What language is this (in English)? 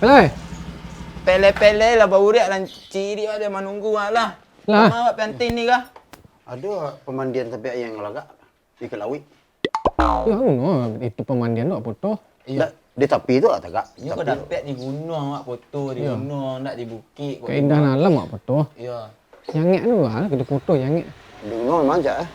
Minangkabau